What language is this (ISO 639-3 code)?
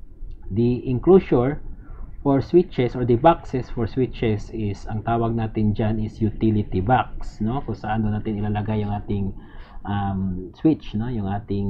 fil